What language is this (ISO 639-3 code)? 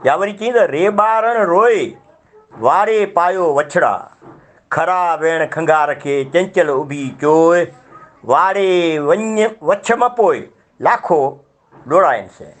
snd